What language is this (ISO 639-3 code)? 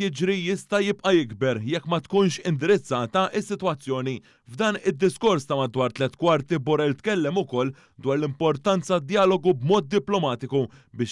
mlt